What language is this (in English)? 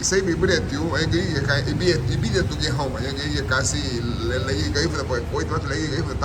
Garifuna